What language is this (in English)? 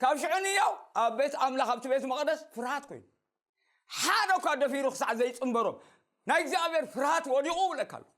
Tigrinya